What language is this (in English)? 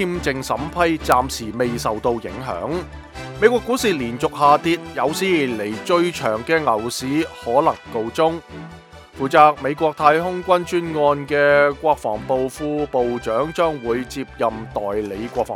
Cantonese